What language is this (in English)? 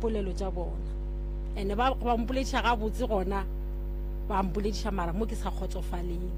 Northern Sotho